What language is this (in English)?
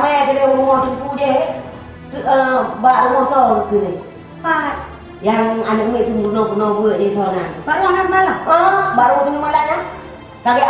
Achinese